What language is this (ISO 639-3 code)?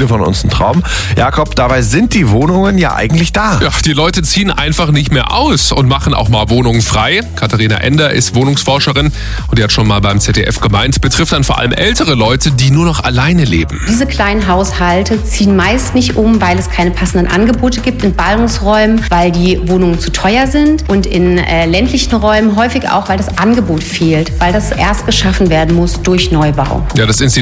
deu